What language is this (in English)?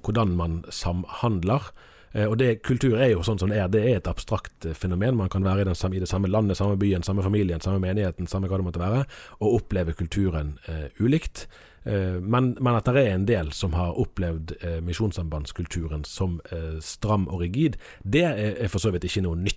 Norwegian